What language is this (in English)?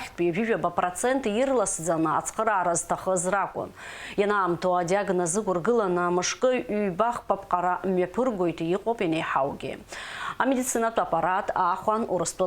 Abkhazian